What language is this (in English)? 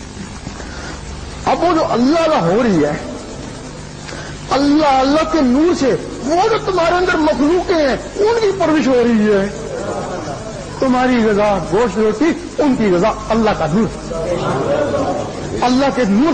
Urdu